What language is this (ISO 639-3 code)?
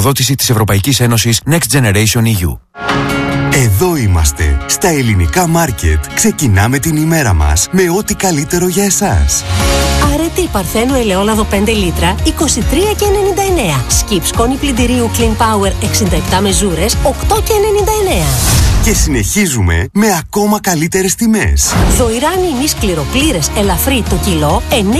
ell